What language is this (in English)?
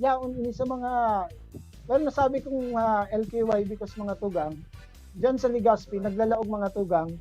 Bikol